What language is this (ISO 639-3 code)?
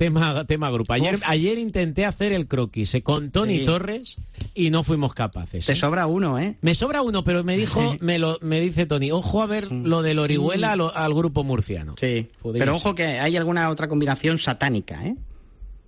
spa